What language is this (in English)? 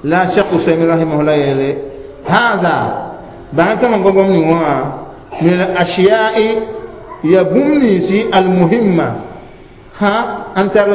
Mossi